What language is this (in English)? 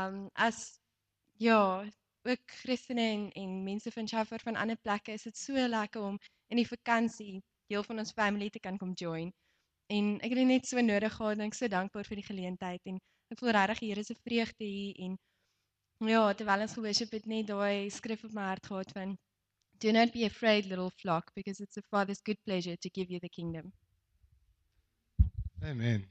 Afrikaans